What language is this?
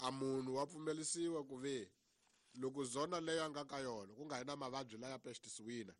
Tsonga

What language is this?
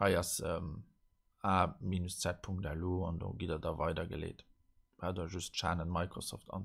Luxembourgish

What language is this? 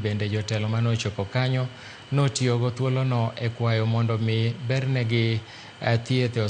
Luo (Kenya and Tanzania)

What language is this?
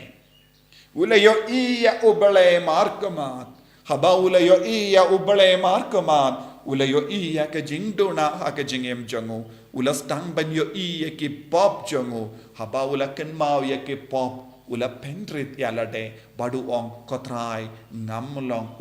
Khasi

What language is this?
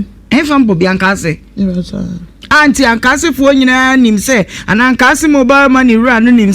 Akan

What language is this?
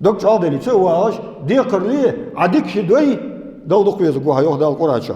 Ingush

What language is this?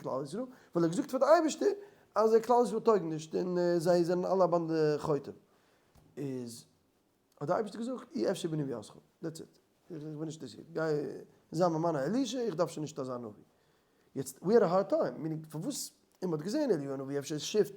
Yiddish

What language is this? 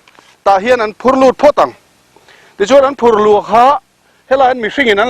Mizo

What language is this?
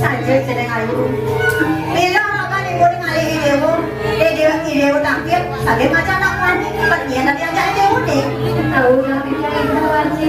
Balinese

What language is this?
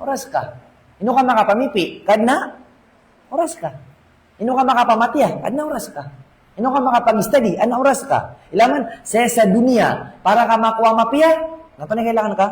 Maranao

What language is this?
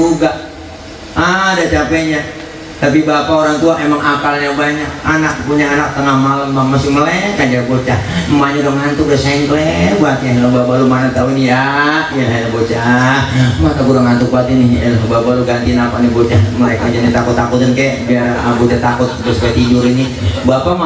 Betawi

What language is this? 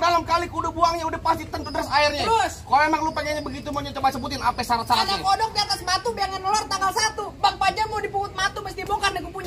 Betawi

